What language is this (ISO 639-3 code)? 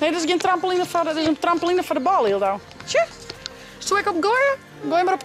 fry